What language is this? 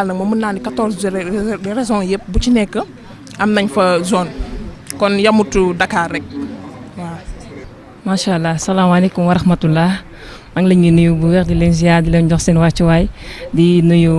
Wolof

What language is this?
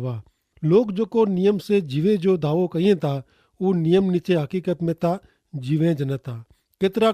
Kachhi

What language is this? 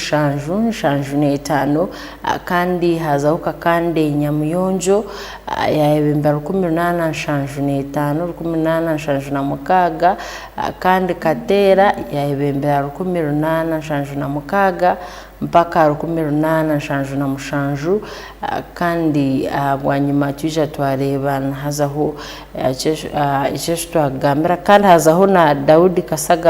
Tooro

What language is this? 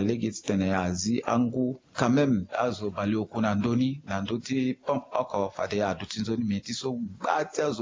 Sango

